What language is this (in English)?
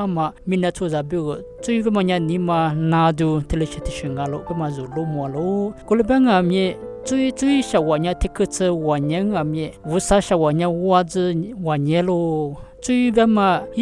Lisu